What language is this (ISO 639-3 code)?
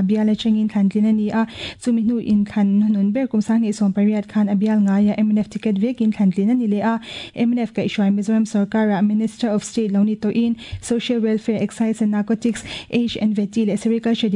lus